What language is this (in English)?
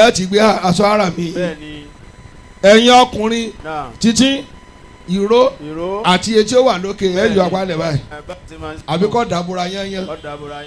Yoruba